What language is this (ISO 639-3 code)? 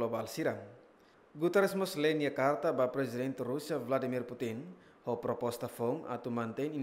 tet